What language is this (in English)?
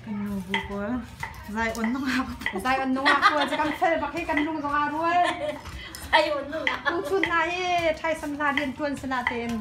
Hakha Chin